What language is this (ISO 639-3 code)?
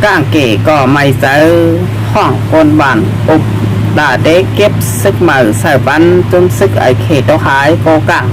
shn